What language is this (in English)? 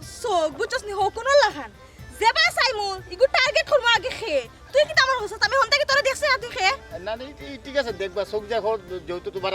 Sylheti